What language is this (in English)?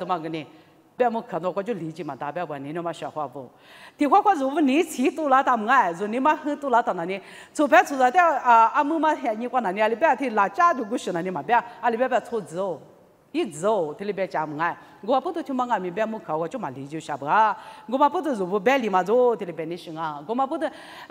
Lisu